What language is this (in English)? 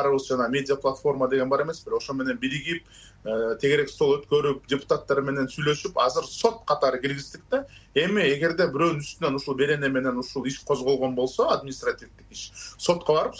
Kyrgyz